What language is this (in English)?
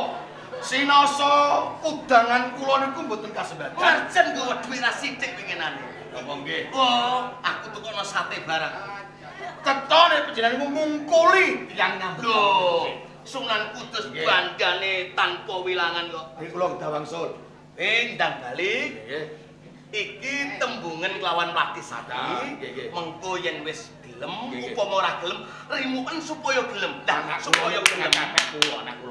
Javanese